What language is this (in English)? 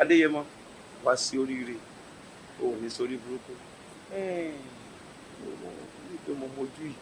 Yoruba